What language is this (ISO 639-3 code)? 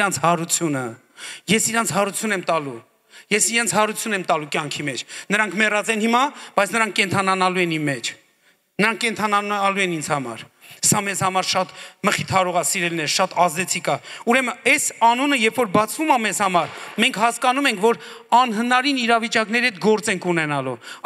hye